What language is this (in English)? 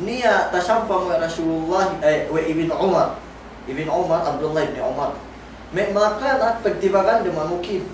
Yakan